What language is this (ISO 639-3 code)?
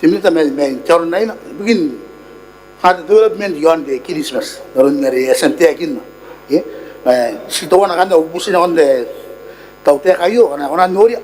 gil